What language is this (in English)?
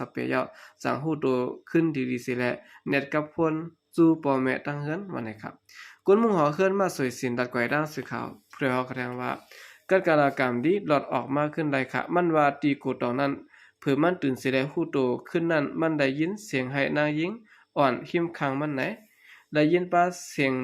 Shan